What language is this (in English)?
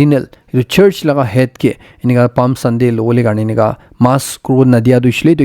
Naga Pidgin